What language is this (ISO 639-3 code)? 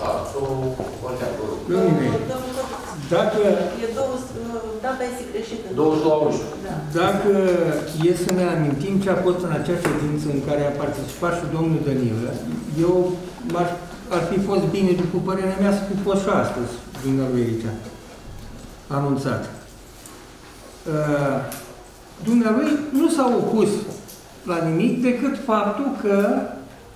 ron